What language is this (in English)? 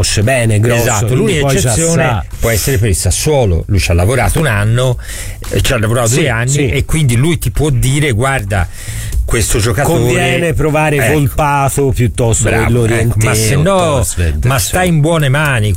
Italian